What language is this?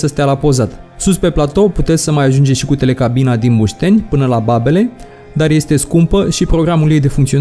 Romanian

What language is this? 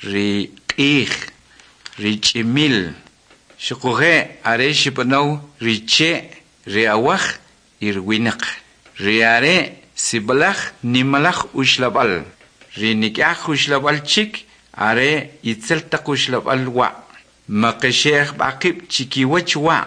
Kʼicheʼ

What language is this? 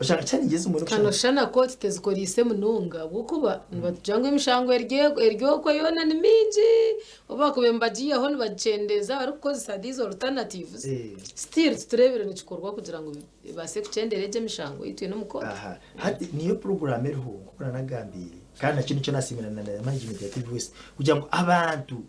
Nyankole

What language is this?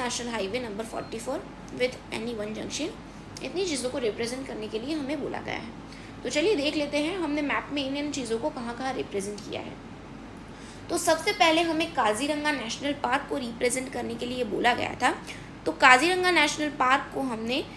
Hindi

